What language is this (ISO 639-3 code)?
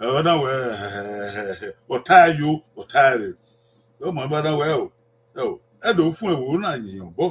bin